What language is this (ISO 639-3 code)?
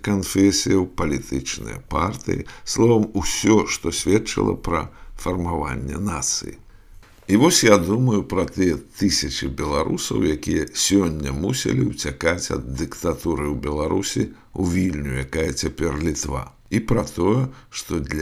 bel